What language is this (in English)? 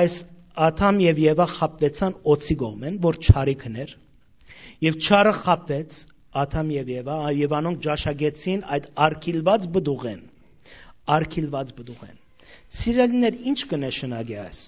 Western Armenian